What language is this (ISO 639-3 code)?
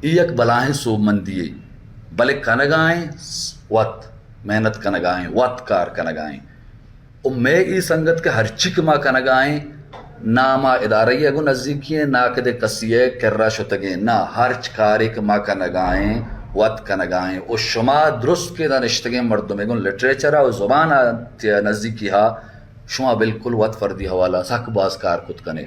bal